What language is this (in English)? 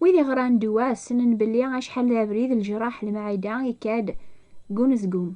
Kabyle